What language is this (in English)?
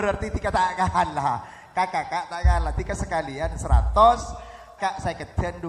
Madurese